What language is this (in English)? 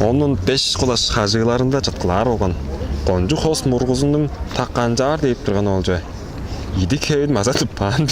Tuvinian